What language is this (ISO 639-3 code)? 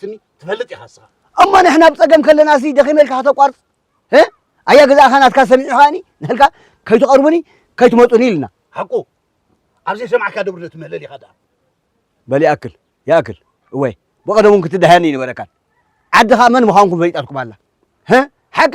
tir